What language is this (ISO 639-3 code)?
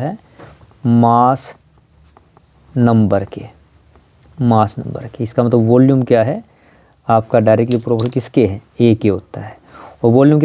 hin